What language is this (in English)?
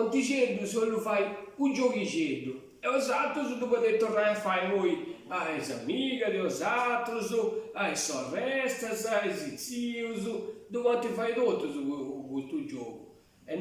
Sardinian